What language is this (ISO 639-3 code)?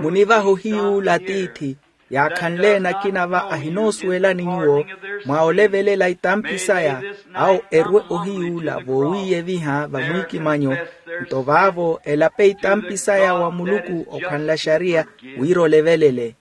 vmw